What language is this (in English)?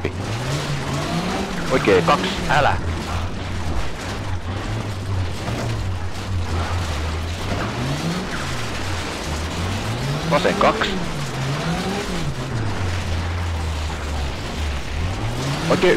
Finnish